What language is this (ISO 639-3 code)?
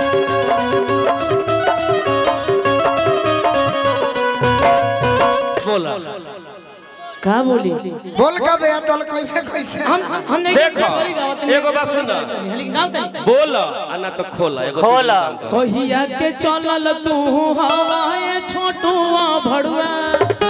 bho